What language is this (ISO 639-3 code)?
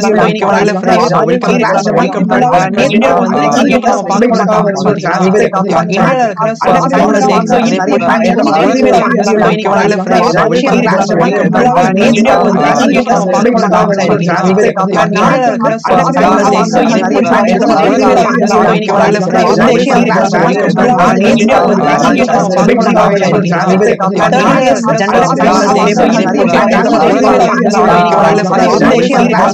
tam